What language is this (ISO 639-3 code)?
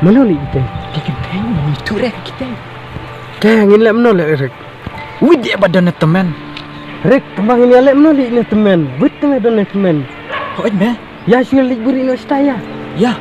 kha